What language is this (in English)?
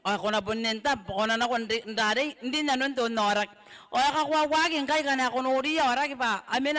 Gilbertese